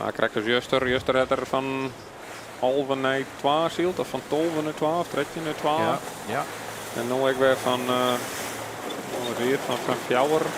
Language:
Western Frisian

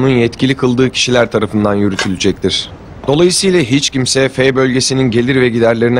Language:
Turkish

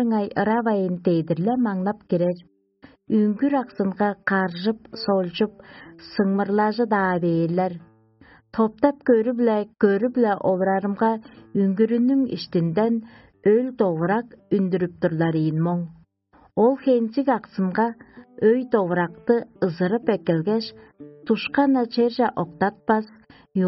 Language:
Tuvinian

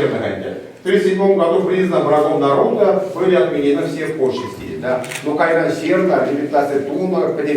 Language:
Chuvash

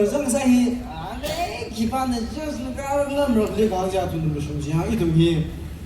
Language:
Tangkhul Naga (India)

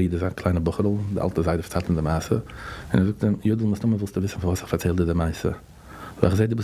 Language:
Yiddish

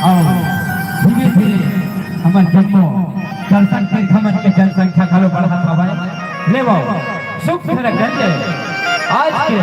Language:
Chhattisgarhi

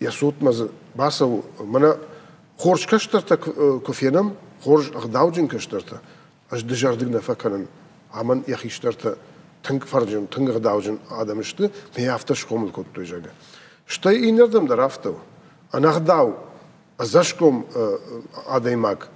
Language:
Ossetic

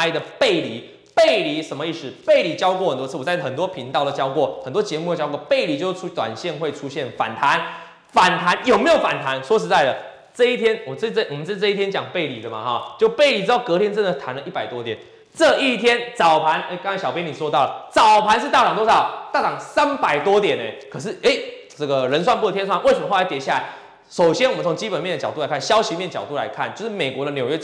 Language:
Chinese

